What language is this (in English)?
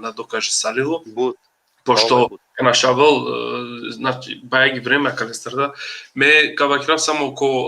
Balkan Romani